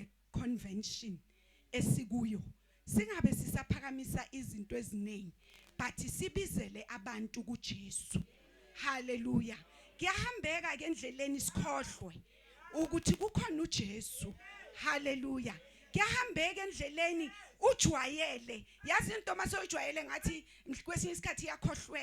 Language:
Zulu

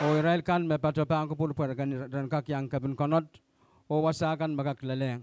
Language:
Pohnpeian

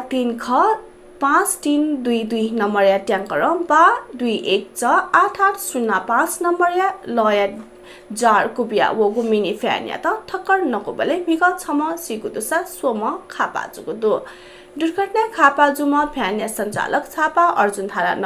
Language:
Newari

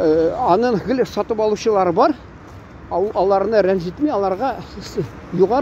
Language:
Tatar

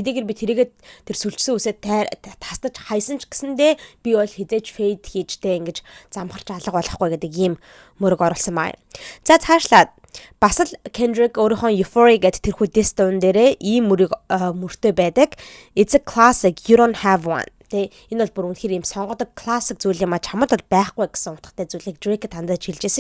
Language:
Mongolian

